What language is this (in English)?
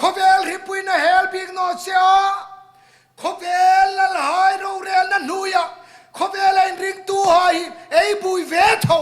Hmar